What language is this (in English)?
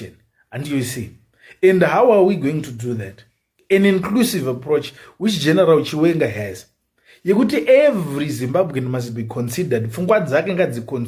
Shona